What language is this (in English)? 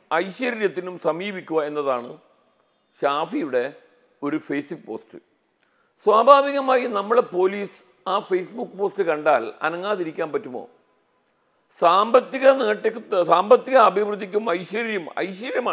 Malayalam